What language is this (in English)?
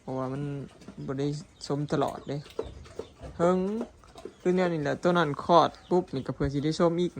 Northeastern Thai